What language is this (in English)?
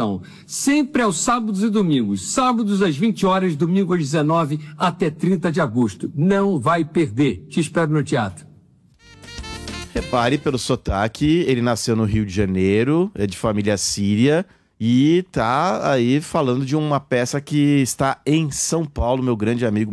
Portuguese